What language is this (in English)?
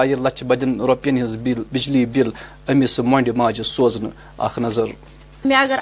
Kashmiri